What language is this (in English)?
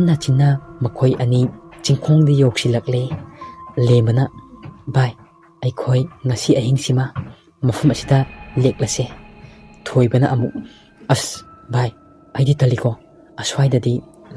Manipuri